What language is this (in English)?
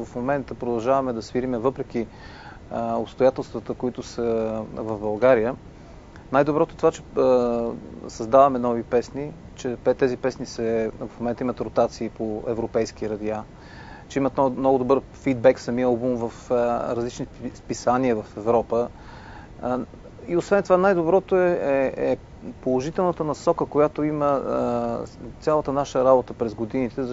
Bulgarian